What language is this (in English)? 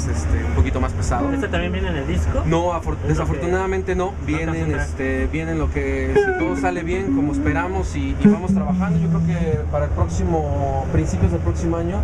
Spanish